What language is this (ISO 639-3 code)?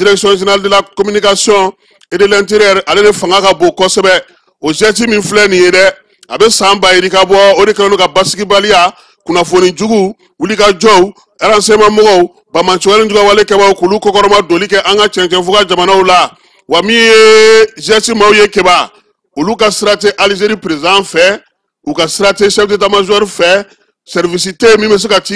bam